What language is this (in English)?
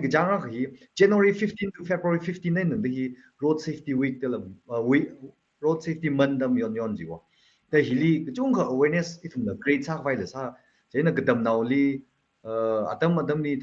Tangkhul Naga (India)